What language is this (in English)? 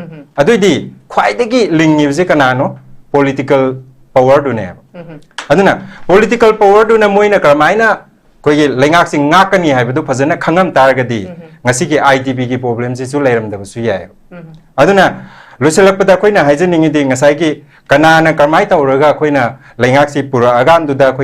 Manipuri